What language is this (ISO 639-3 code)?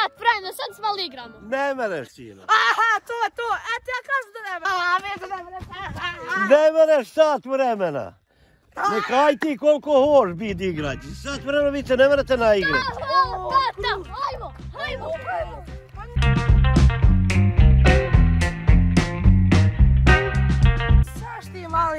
hrv